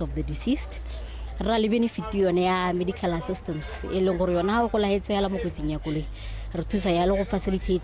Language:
Tswana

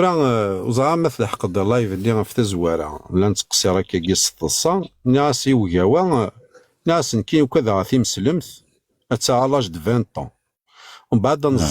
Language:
Kabyle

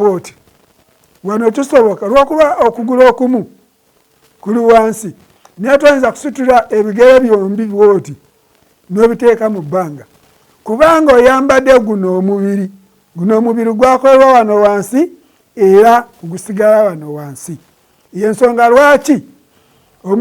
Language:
Ganda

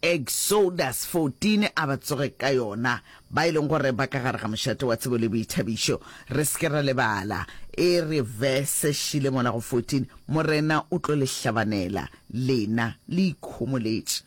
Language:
Northern Sotho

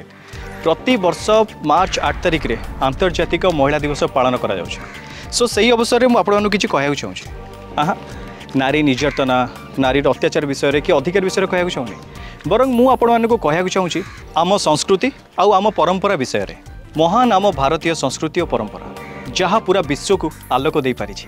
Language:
Odia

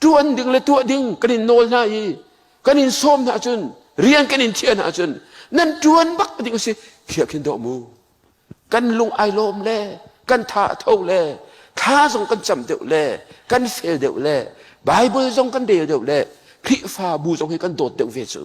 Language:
Hakha Chin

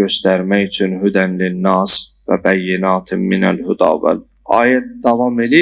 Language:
Azerbaijani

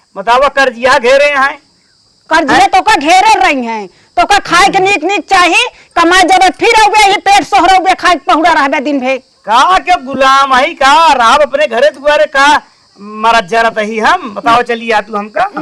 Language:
Awadhi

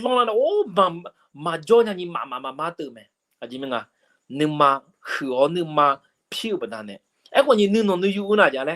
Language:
Akha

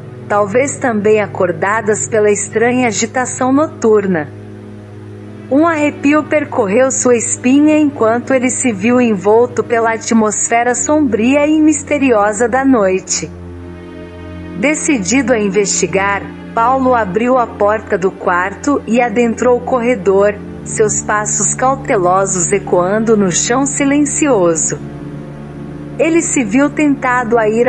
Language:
Portuguese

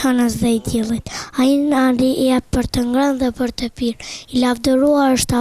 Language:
Albanian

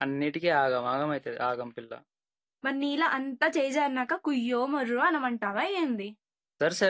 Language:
Telugu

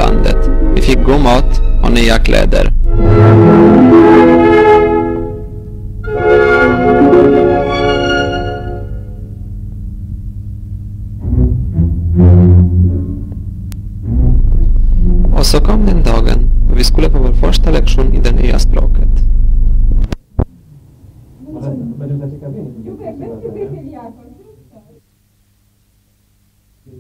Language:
Swedish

